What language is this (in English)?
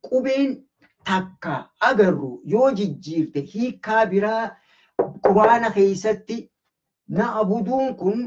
Oromo